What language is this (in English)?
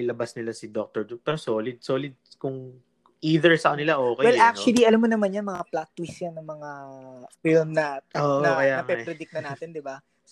Filipino